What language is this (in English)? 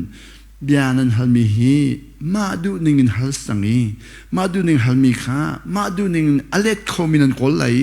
Hakha Chin